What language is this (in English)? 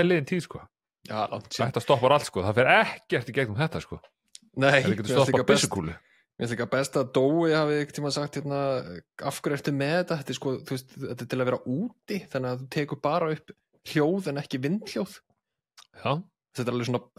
Icelandic